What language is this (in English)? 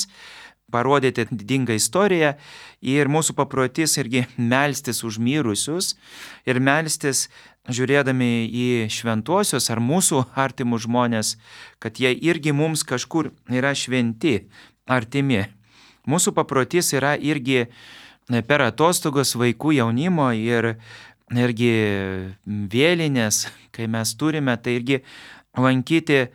Lithuanian